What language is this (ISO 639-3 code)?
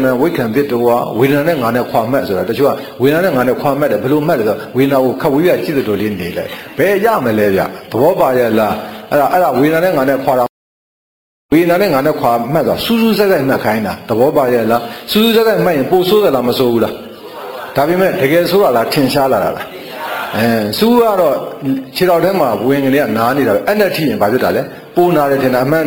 mya